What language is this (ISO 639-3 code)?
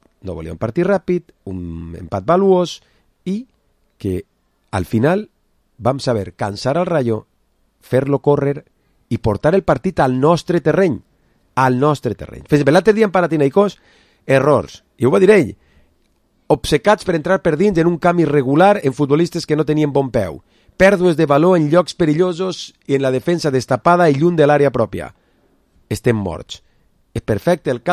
cat